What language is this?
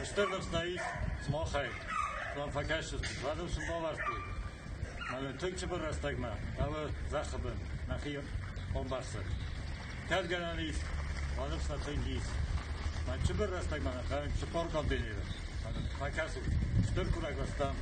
Ossetic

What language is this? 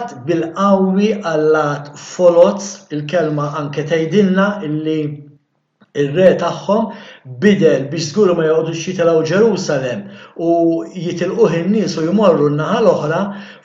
Maltese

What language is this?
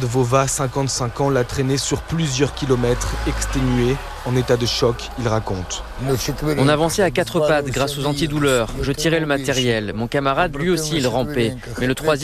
French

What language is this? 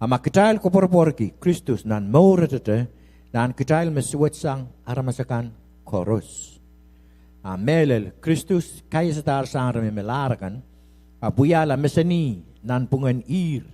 Pohnpeian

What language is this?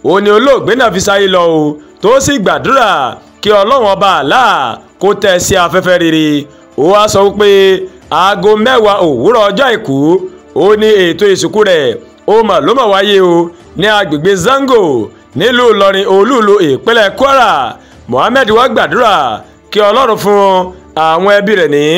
Yoruba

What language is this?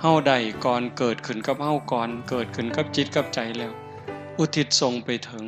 Northeastern Thai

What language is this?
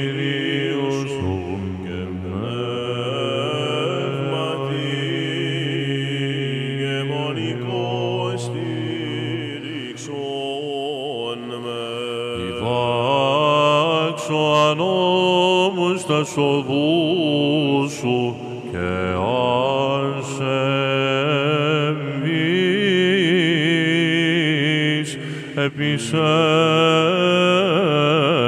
Greek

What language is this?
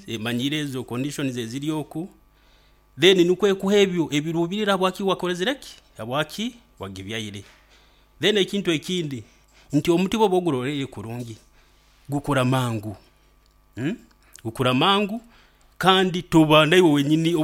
Nyoro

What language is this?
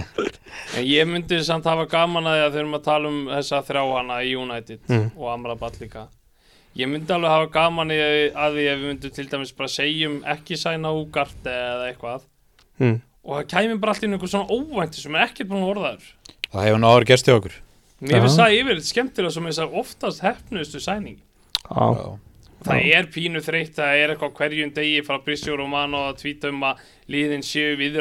Icelandic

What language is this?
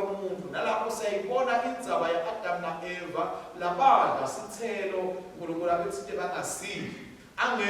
Swati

